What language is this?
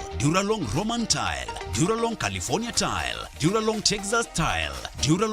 Meru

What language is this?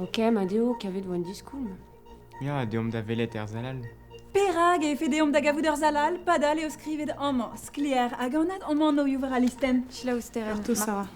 Breton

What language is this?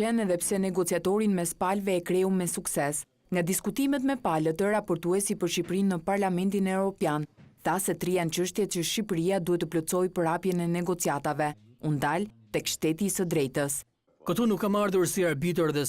Albanian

